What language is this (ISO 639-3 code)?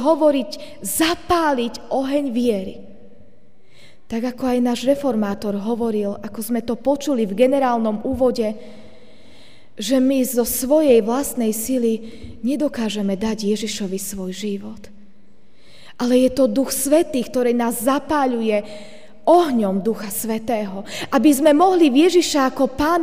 slk